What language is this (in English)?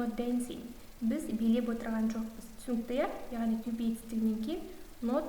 Kazakh